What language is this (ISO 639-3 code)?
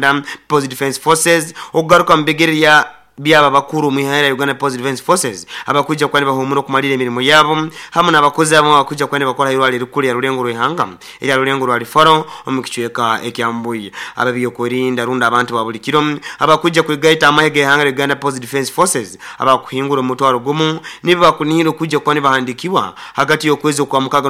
nyo